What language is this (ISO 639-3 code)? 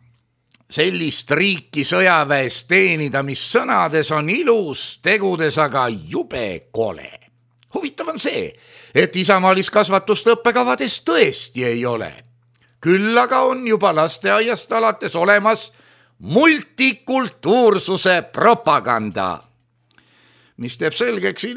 est